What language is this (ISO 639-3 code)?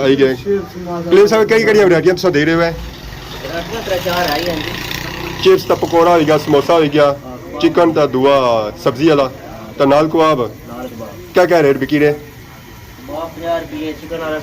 phr